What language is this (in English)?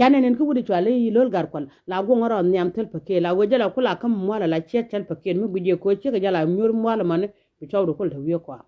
Nuer